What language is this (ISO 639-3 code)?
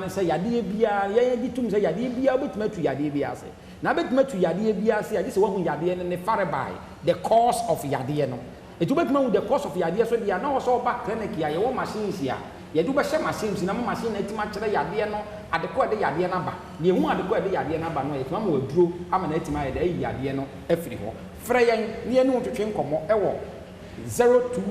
aka